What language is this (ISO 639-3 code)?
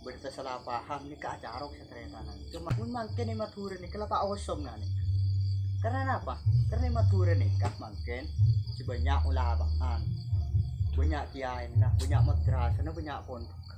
mad